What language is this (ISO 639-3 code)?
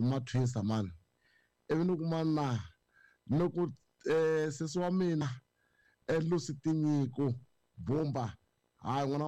tso